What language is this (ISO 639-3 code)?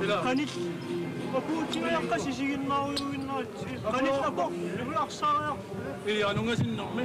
kal